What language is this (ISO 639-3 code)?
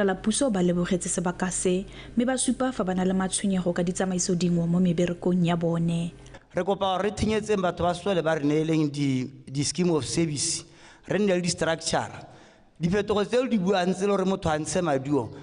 tsn